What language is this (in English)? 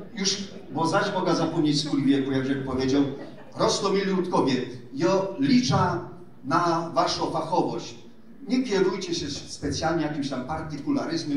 Silesian